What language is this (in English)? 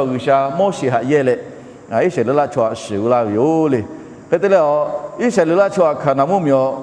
Lahu